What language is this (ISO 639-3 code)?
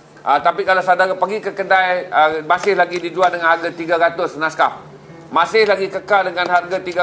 msa